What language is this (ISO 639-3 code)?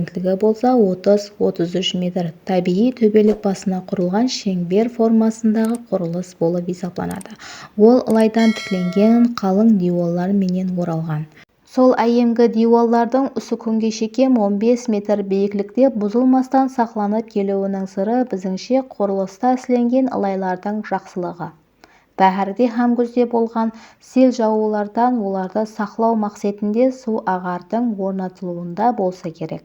kaa